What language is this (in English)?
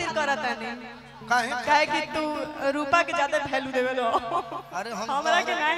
Bhojpuri